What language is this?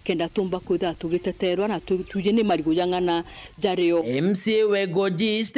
Meru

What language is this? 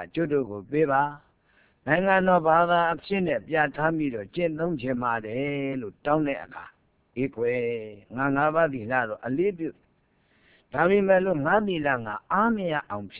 Burmese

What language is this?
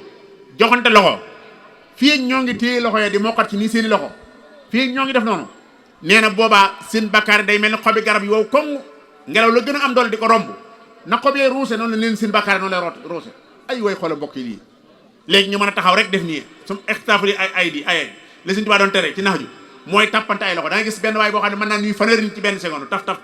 Wolof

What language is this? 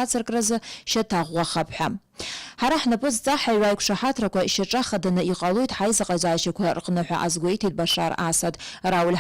Abkhazian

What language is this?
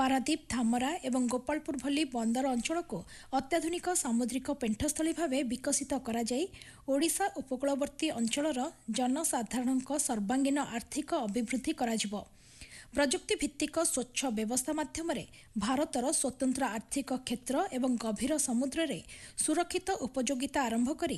Odia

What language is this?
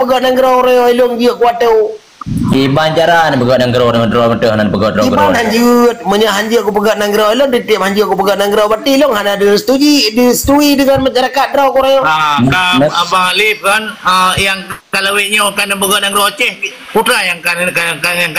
Achinese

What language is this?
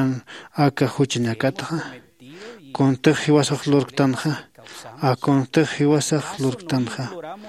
Aymara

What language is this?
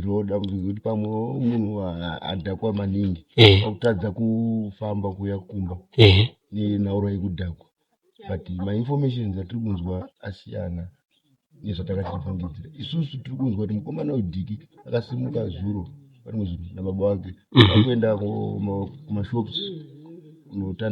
Shona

